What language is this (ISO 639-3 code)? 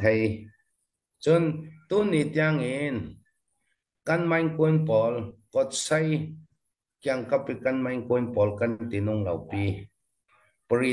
cfm